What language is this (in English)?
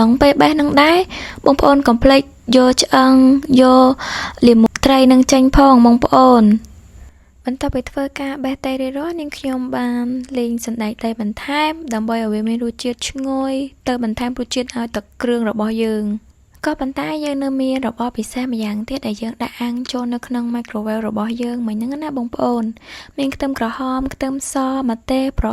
Khmer